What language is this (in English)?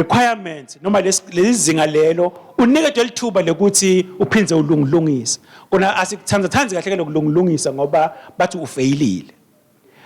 Swati